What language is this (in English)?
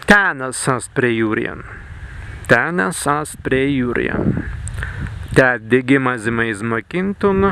Prussian